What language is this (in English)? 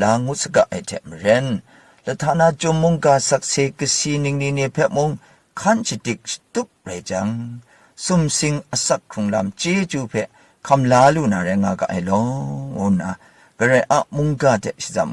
Kachin